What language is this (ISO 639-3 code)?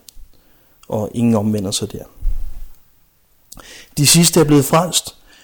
dan